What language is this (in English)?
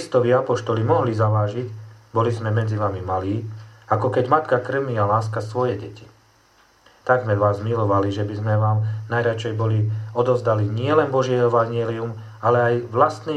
Slovak